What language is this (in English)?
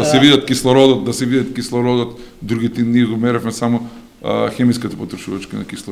Macedonian